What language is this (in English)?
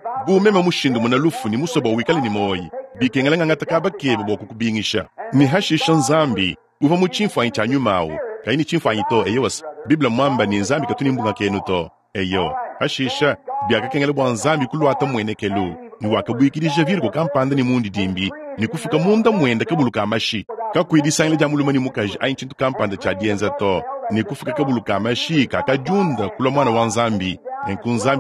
Luba-Lulua